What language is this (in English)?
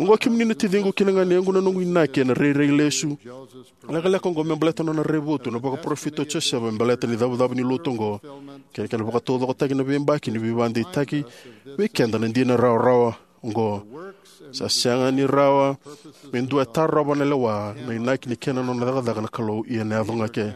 Fijian